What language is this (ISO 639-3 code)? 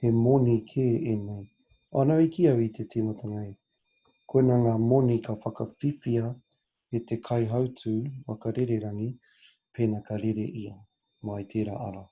mri